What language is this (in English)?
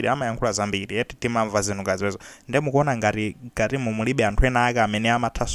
Nyanja